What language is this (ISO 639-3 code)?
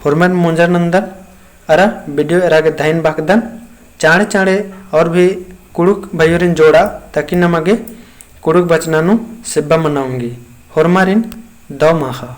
kru